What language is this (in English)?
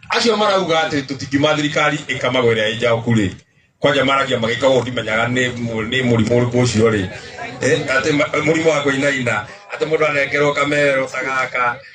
Kikuyu